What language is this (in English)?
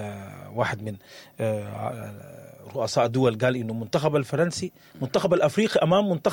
Sudanese Arabic